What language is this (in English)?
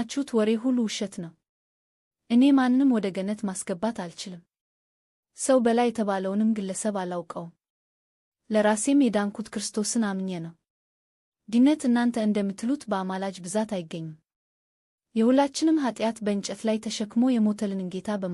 Amharic